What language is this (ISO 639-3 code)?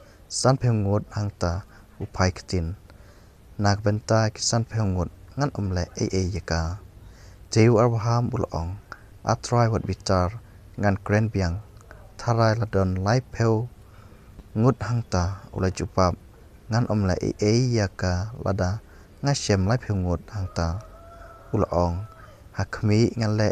kha